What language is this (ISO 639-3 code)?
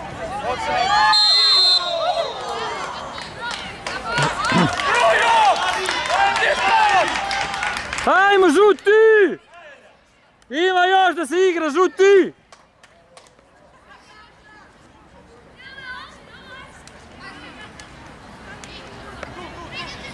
srp